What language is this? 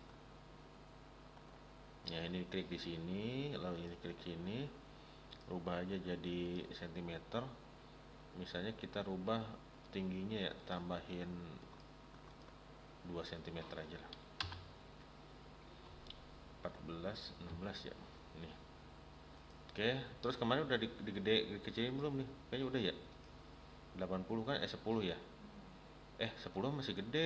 Indonesian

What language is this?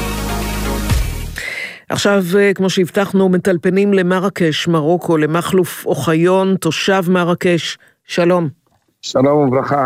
Hebrew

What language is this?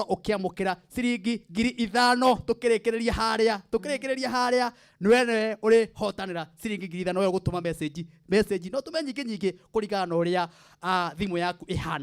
Kikuyu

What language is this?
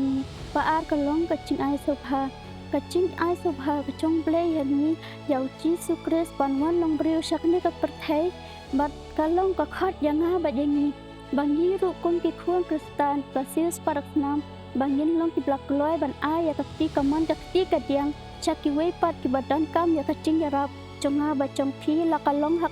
Khasi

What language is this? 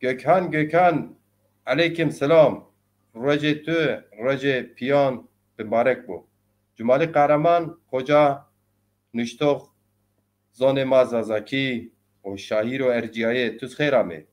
Zaza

